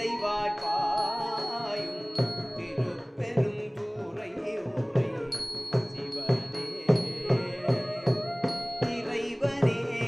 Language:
Tamil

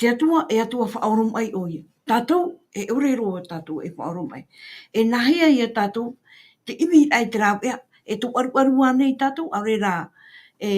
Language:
Tahitian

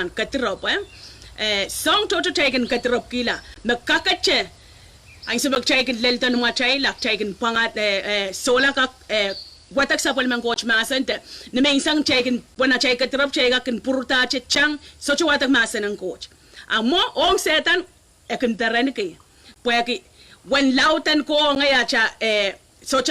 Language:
Pohnpeian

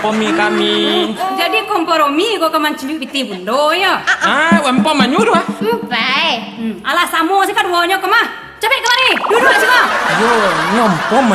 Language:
Minangkabau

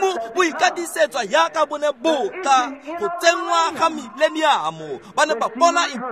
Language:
Tswana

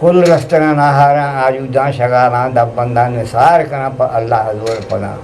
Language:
Eastern Balochi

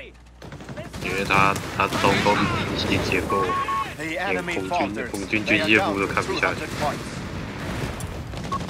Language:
Chinese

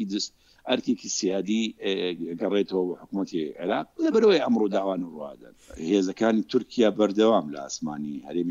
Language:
Central Kurdish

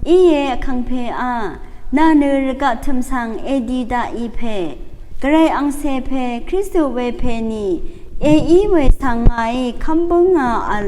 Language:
Rawang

